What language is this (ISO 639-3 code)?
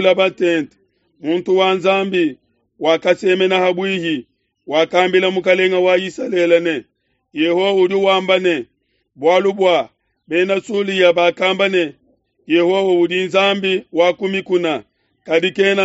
lua